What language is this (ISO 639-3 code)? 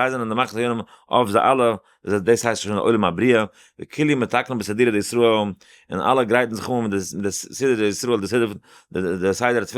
yid